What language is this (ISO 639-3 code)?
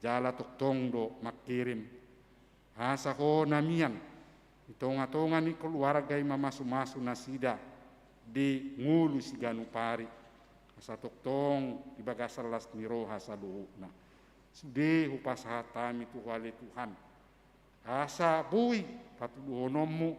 bbc